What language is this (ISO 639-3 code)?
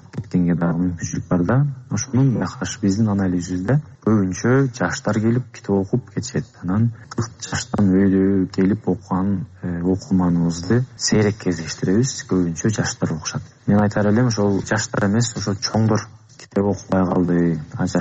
kir